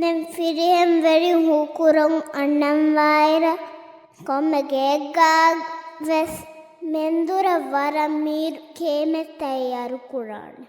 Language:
Divehi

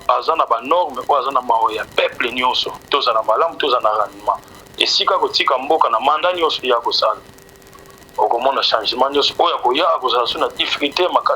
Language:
Lingala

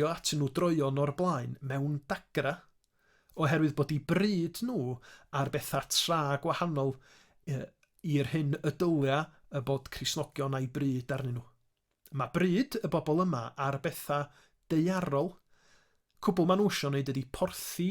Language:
Welsh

